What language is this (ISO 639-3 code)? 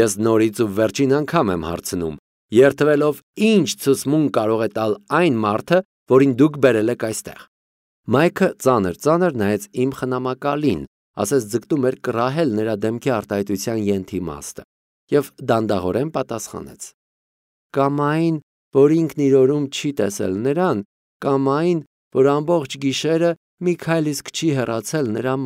hye